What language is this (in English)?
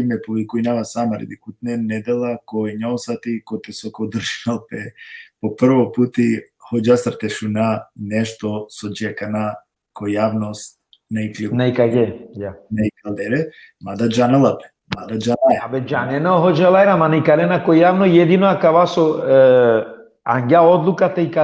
Balkan Romani